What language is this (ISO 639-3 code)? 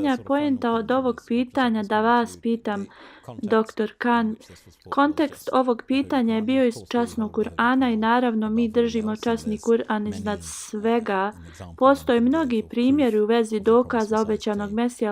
bos